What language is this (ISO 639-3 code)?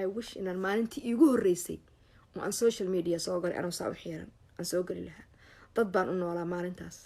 som